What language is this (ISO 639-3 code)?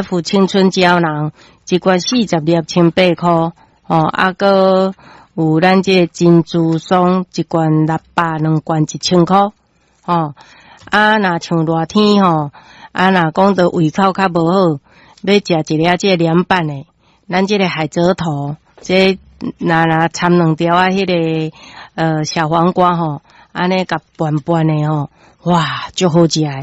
nan